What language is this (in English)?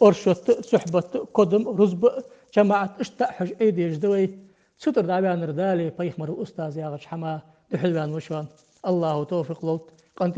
Ingush